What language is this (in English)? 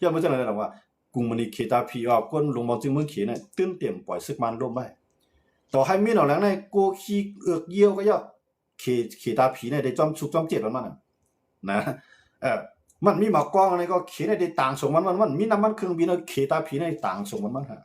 Shan